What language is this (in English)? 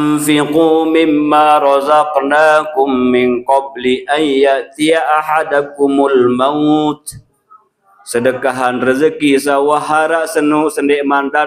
Sasak